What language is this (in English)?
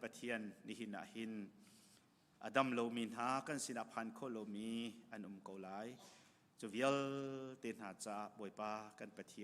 Hakha Chin